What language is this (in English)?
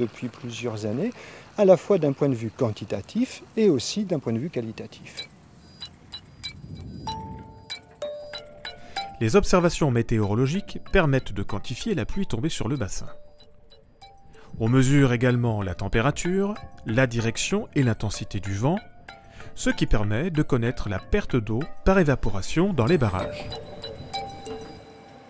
French